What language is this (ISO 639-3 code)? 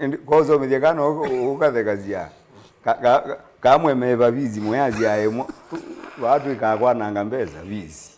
kam